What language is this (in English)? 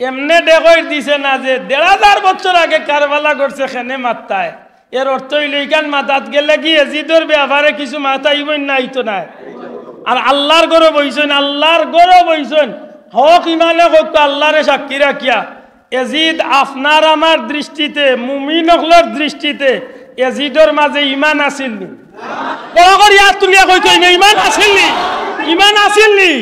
Sylheti